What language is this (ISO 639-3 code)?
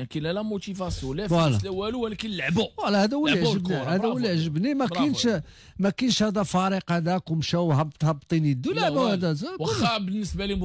ary